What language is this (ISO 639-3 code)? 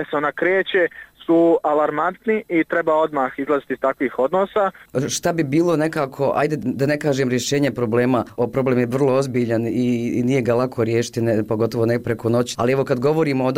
bos